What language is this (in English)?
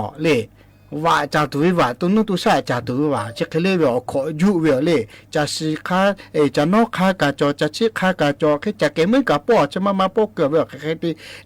Lahu